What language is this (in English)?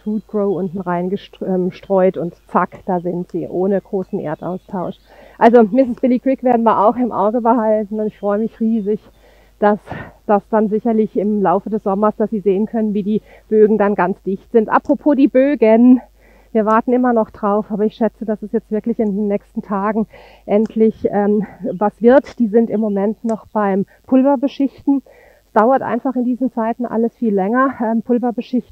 German